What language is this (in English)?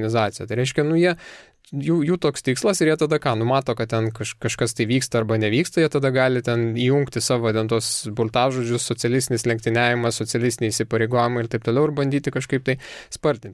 Lithuanian